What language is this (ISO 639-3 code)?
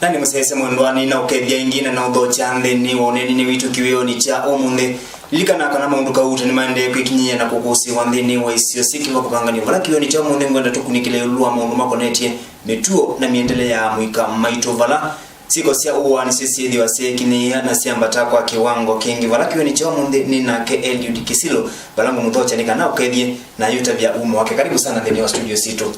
kam